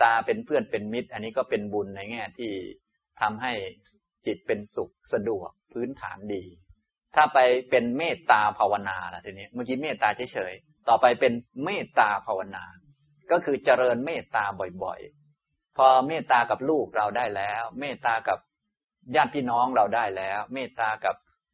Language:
Thai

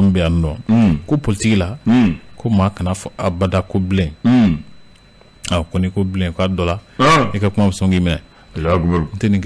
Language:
Bambara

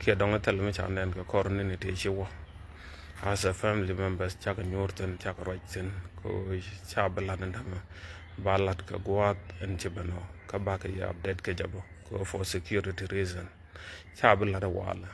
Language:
Nuer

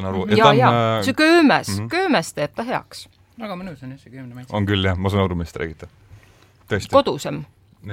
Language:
Estonian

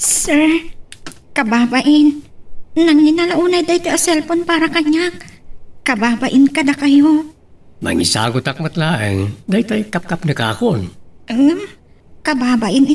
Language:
Iloko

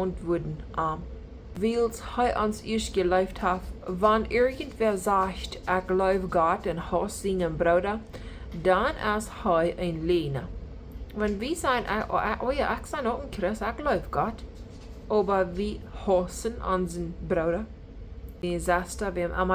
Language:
Plautdietsch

